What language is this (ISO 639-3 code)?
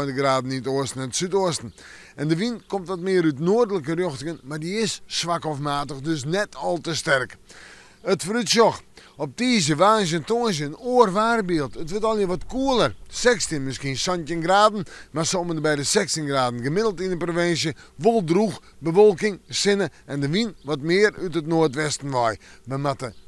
fry